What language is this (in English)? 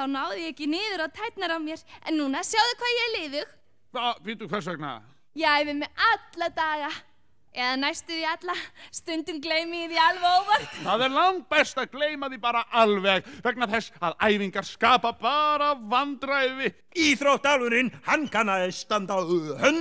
Icelandic